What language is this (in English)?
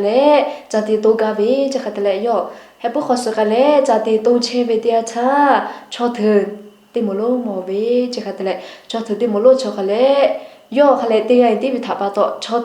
Lahu